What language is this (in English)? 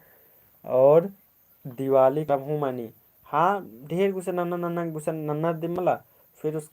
Kurukh